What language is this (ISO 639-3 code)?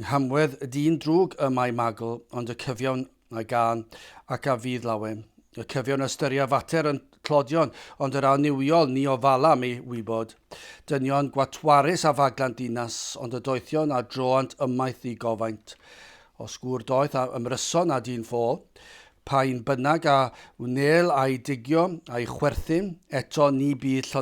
cym